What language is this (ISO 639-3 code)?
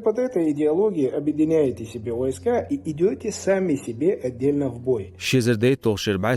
che